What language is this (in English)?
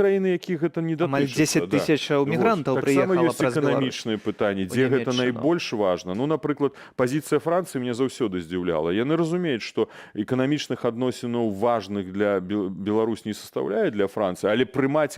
Belarusian